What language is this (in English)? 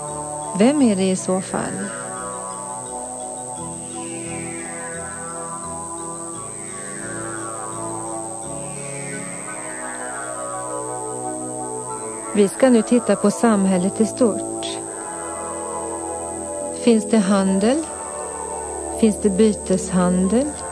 Swedish